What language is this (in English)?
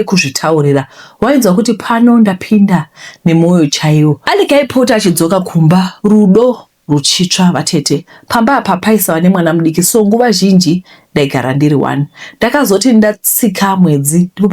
Shona